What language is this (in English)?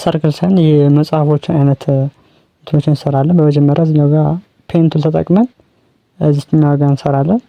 Amharic